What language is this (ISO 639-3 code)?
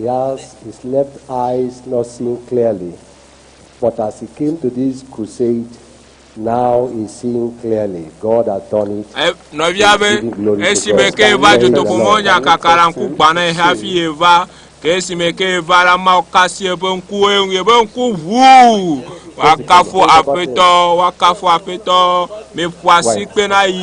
ewe